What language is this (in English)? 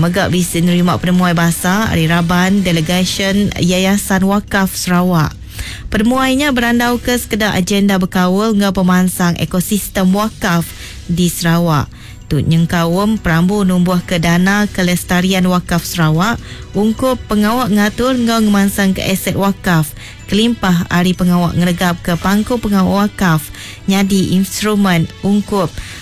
Iban